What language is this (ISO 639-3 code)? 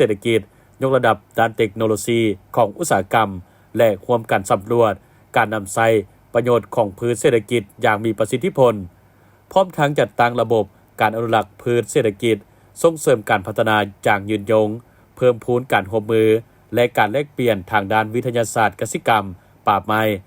lao